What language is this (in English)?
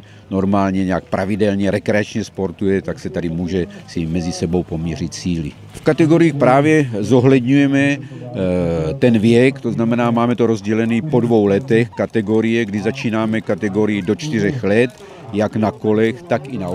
Czech